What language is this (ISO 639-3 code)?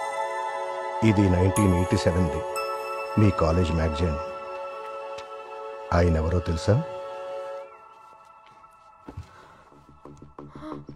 tel